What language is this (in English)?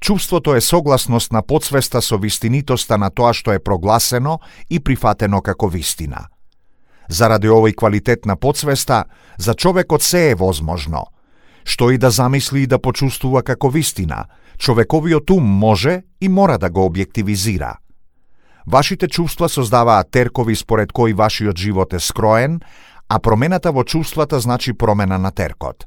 Macedonian